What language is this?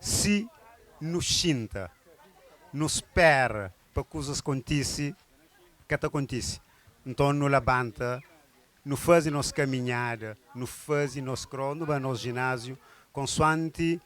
Kabuverdianu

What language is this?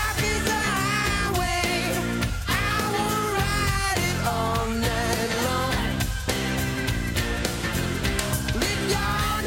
English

